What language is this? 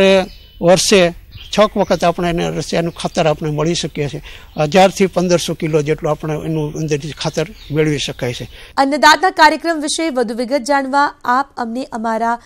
Gujarati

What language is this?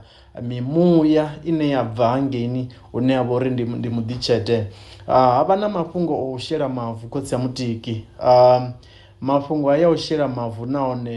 Venda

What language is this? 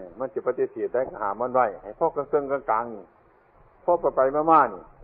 Northeastern Thai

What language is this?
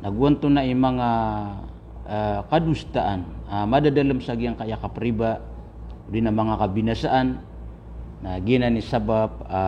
Maranao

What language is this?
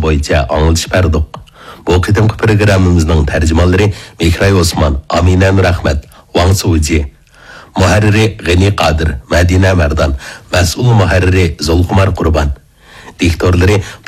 Uyghur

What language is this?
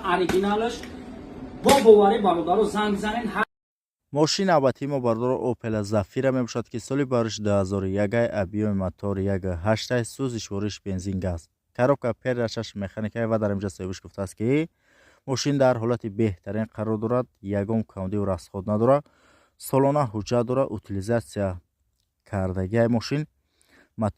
Tajik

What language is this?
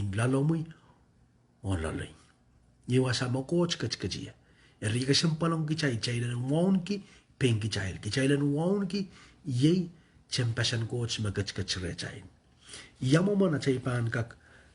Pohnpeian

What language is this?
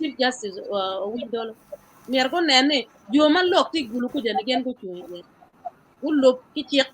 Acoli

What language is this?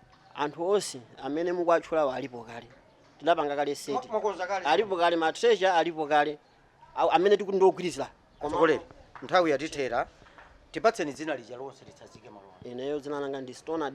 Nyanja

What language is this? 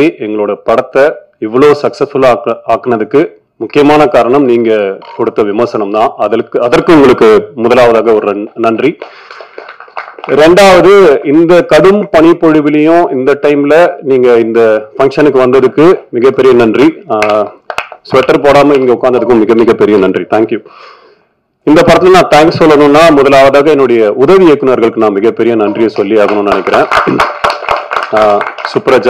Tamil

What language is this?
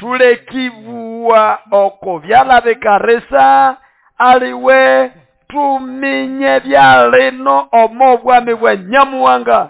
Nande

